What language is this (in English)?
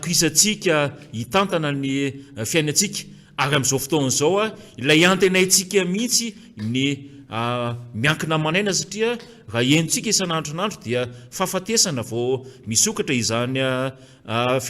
Malagasy